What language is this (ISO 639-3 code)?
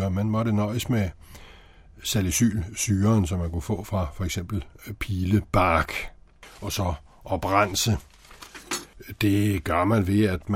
dan